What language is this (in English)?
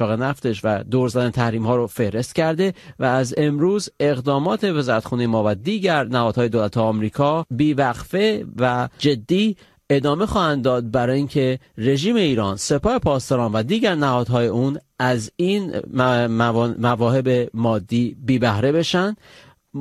Persian